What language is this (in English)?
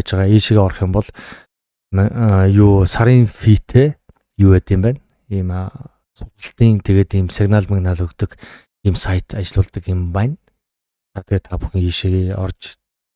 Mongolian